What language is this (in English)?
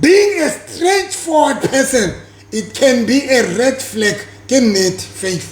Southern Sotho